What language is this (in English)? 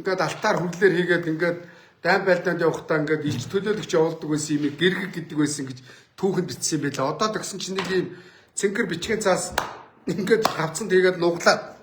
Mongolian